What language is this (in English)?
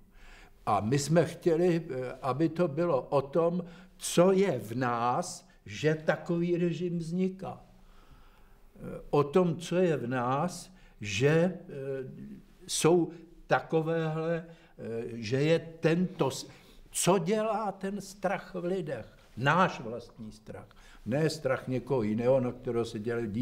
Czech